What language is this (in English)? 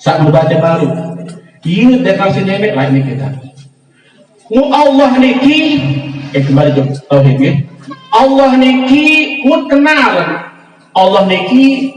Sasak